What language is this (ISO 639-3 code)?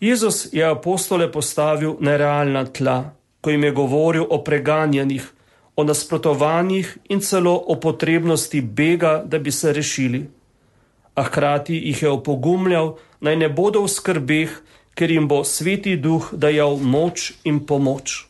slv